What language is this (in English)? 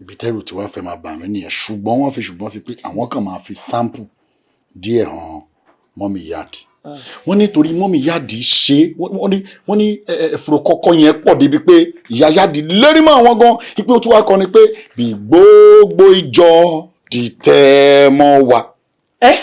Yoruba